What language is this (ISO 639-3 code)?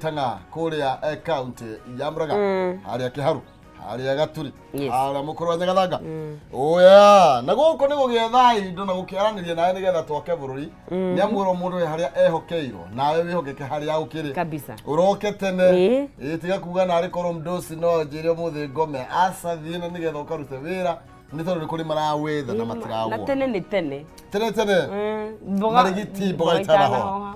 kik